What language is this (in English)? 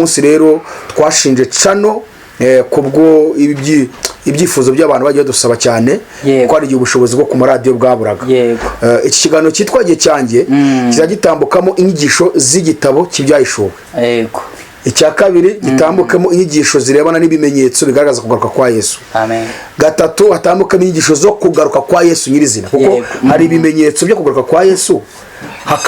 Kinyarwanda